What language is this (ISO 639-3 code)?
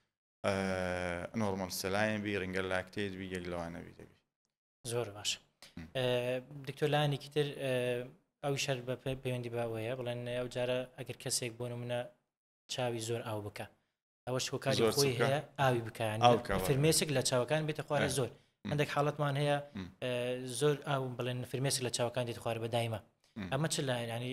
ckb